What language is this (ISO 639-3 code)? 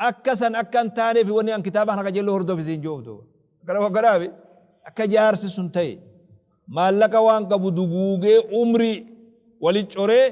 orm